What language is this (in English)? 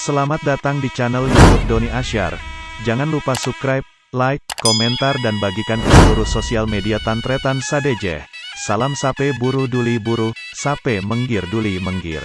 Madurese